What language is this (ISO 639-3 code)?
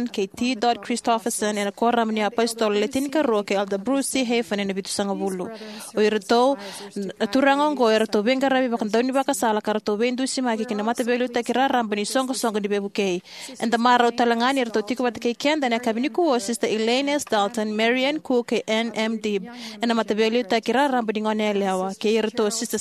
fij